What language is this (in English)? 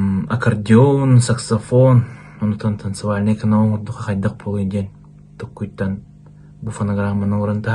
Yakut